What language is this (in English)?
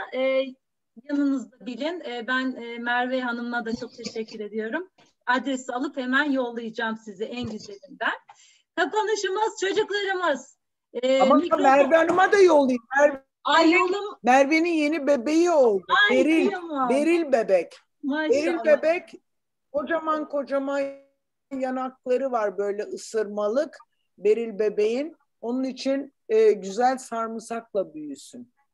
Turkish